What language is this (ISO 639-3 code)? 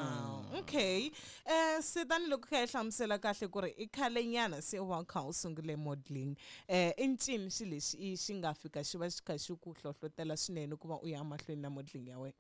tso